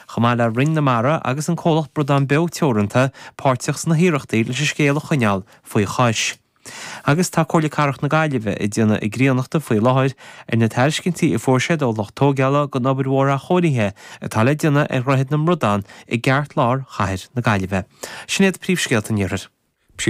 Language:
Irish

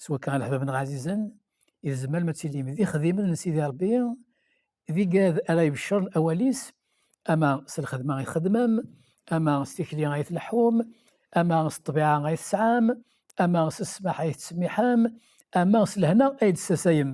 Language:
Kabyle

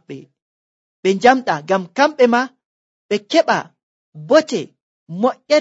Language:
Nigerian Fulfulde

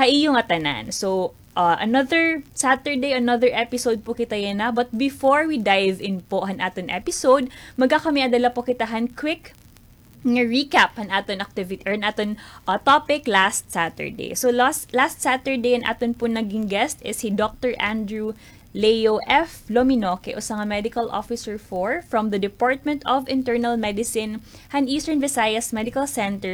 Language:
Waray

